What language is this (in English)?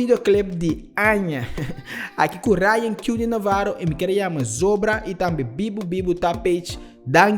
Papiamento